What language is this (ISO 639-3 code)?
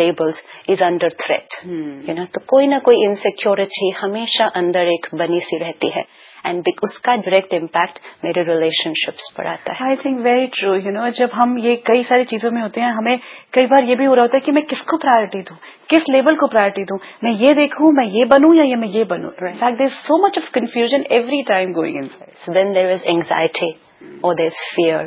hin